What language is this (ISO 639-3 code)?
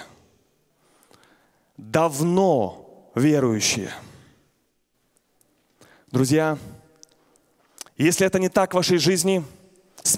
rus